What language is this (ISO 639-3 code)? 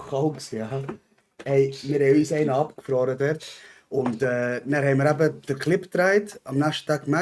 gsw